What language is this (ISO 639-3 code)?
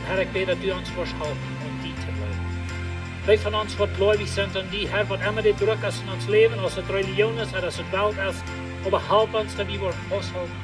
pdt